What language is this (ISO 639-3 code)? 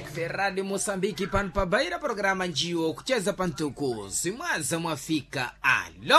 seh